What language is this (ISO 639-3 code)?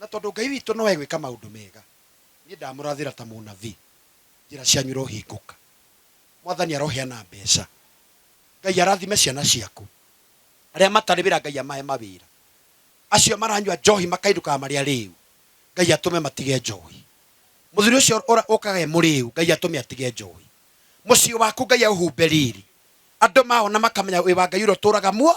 kik